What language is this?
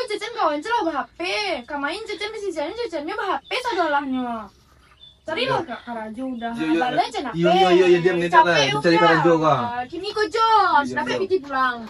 Minangkabau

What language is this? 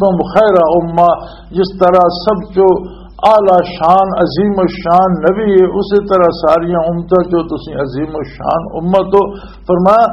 Western Panjabi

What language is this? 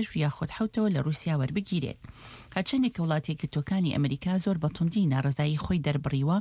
Central Kurdish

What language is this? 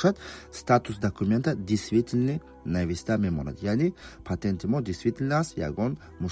Tajik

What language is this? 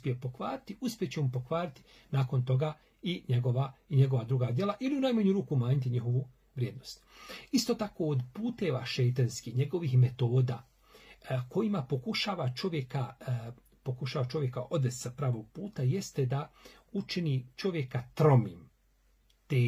Bosnian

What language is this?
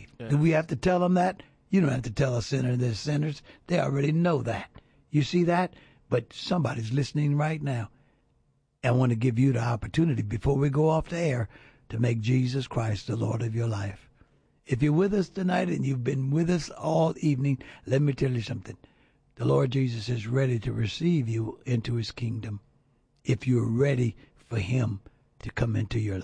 English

